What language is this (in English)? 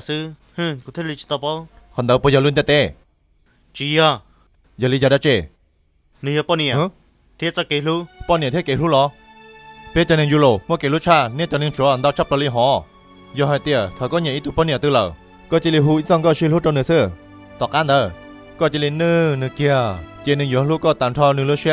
Hmong